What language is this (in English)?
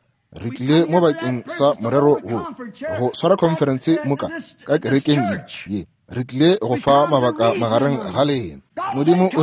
Northern Sotho